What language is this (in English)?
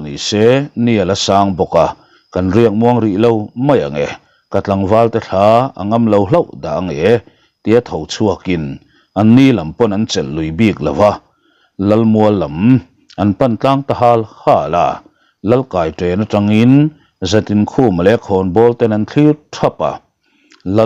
Mizo